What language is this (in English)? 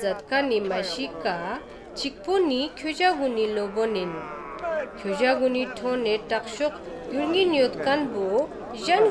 Ladakhi